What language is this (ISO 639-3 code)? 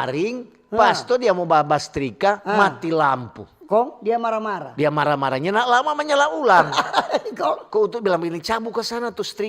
xmm